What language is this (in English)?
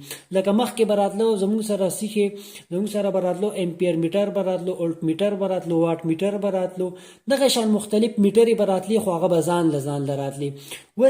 Pashto